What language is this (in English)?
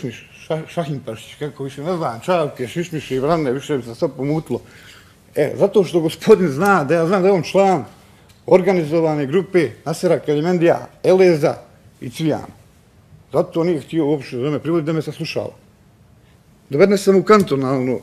Bosnian